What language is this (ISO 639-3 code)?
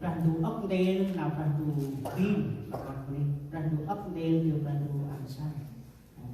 cmo